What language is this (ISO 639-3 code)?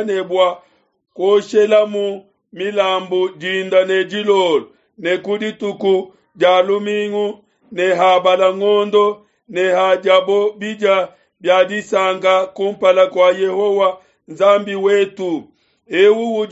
lua